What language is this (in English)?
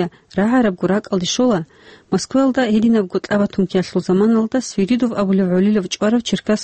Avaric